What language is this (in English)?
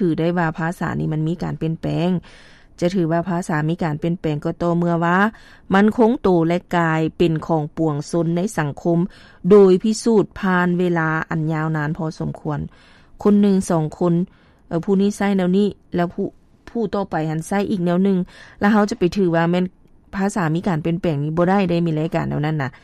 Lao